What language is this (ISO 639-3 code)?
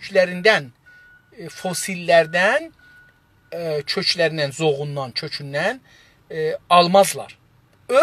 azb